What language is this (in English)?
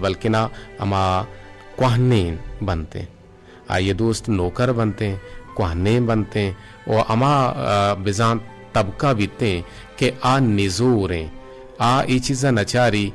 Eastern Balochi